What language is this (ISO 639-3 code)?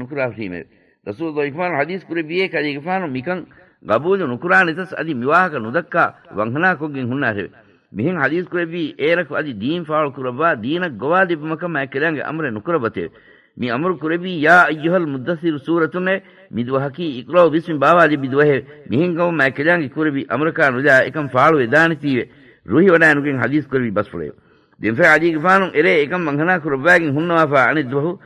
div